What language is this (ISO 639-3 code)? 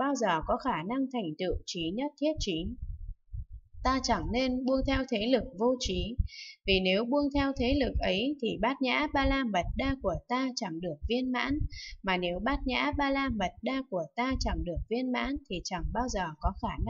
vie